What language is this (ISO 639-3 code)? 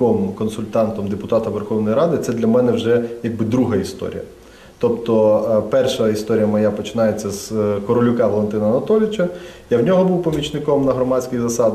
ukr